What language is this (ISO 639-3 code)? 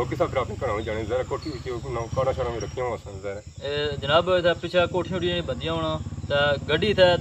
phr